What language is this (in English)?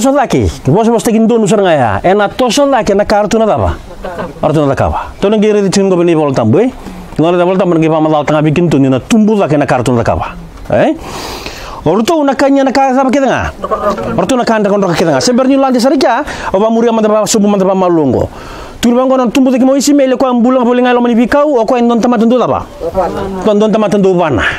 Fijian